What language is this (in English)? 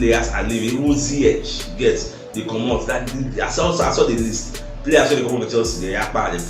Nigerian Pidgin